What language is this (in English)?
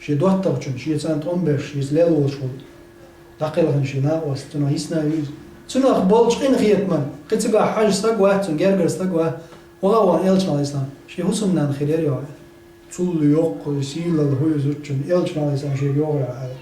Chechen